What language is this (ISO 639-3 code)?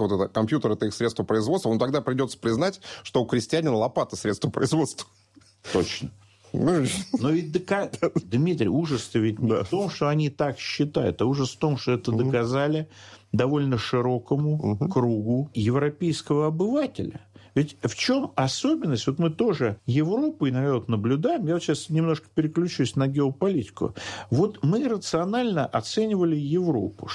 rus